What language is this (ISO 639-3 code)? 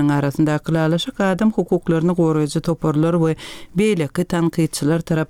tuk